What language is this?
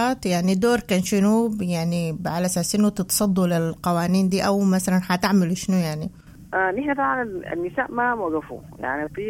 Sudanese Arabic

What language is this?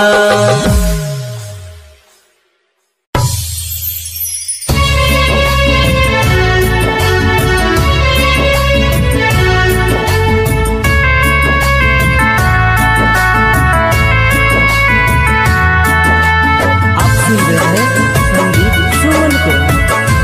Maithili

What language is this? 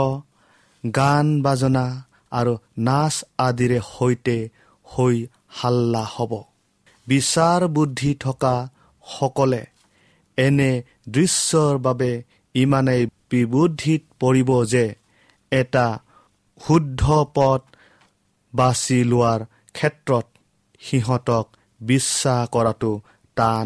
Assamese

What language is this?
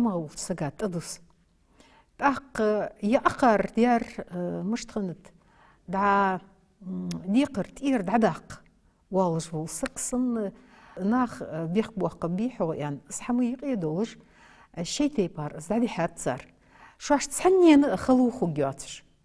Ingush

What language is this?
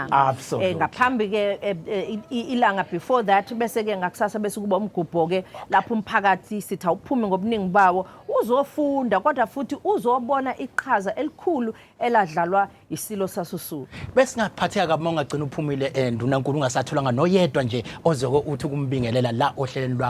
Zulu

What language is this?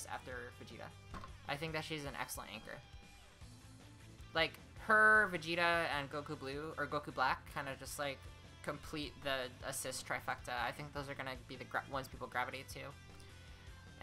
English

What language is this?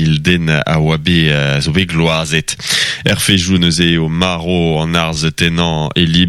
Breton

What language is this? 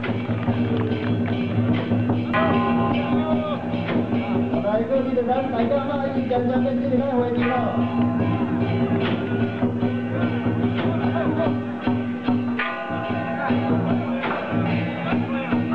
Vietnamese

